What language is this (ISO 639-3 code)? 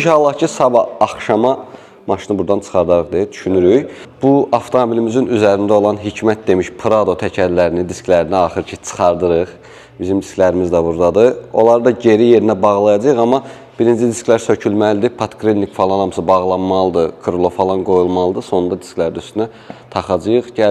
aze